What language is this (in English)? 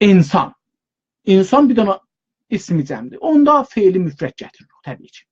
South Azerbaijani